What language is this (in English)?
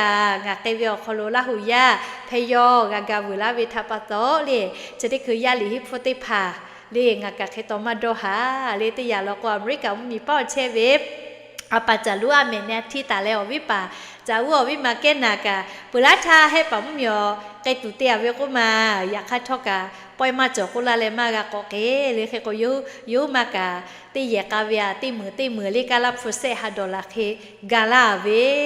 Lahu